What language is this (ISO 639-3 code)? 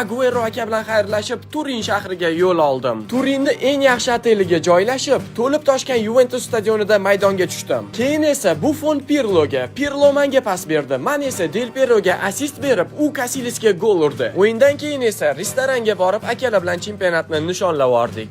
uzb